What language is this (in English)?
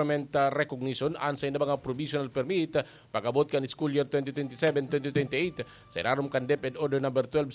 Bikol